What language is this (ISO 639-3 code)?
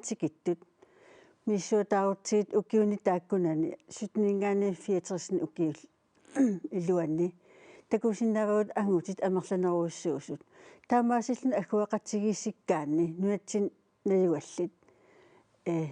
kal